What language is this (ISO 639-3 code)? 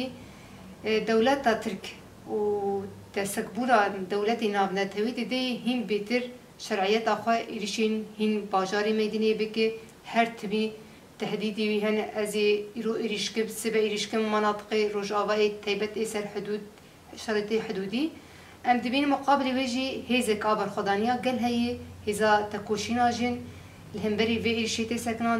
kur